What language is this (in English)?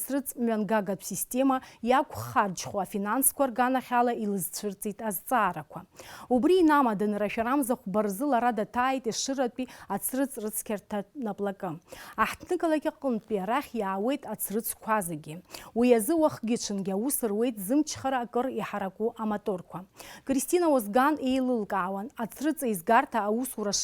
Abkhazian